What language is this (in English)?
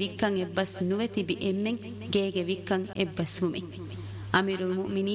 Divehi